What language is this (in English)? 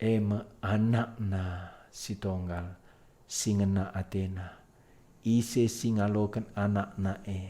Batak Karo